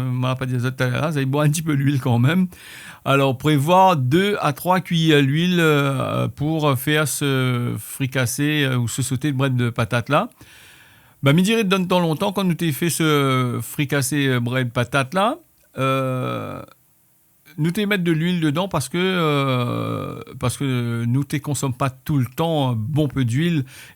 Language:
Réunion Creole French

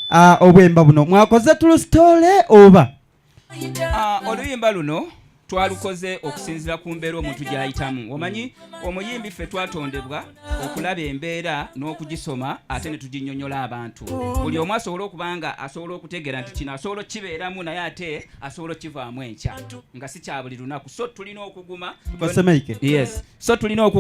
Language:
Soga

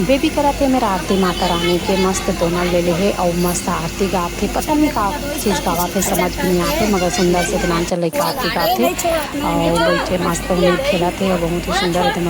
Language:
Chhattisgarhi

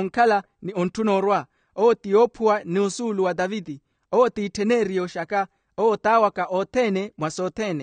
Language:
Makhuwa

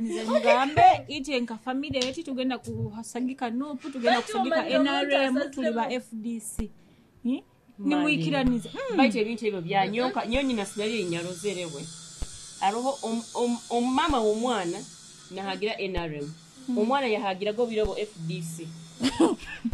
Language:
Nyoro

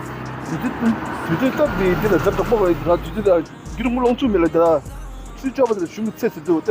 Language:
Tibetan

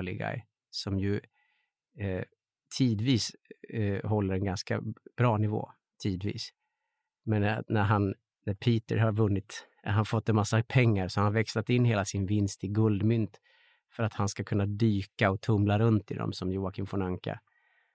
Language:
Swedish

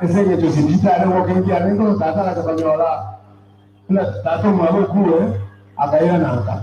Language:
Gusii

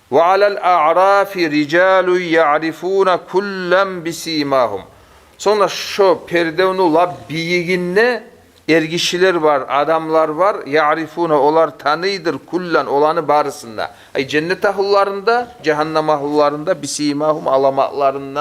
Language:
Kumyk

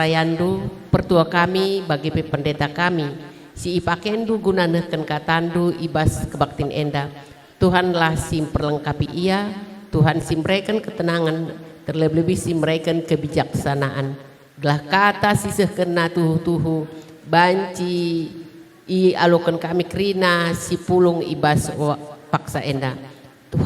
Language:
Batak Karo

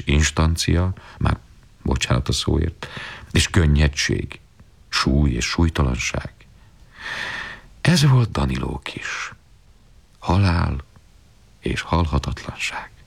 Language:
Hungarian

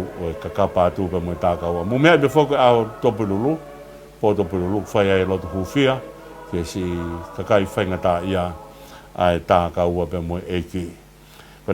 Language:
Tongan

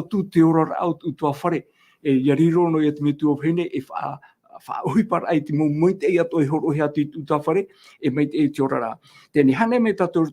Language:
Tahitian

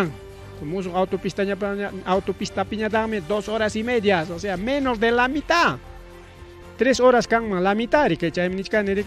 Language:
Ayacucho Quechua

